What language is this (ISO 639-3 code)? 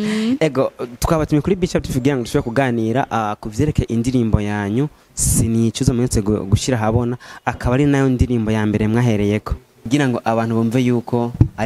run